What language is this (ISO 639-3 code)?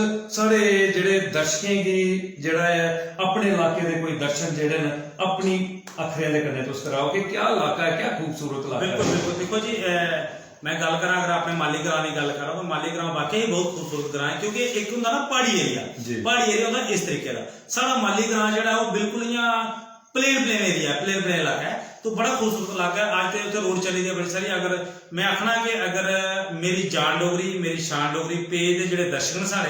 doi